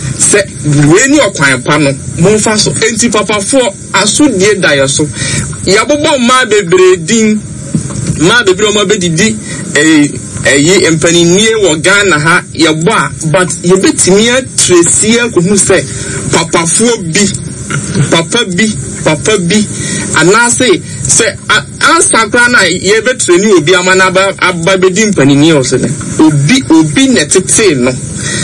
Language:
Akan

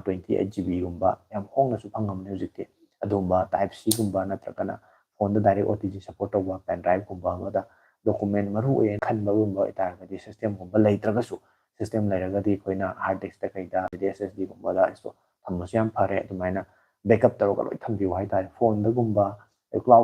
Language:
Manipuri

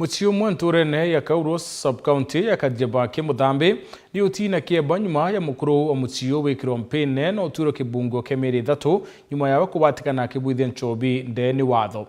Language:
Meru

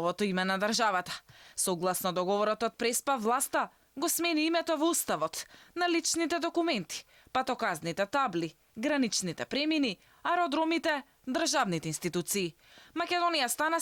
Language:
Macedonian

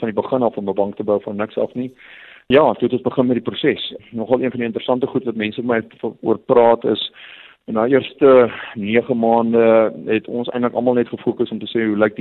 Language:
Afrikaans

